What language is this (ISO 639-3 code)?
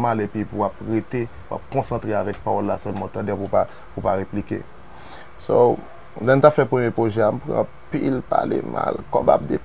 hat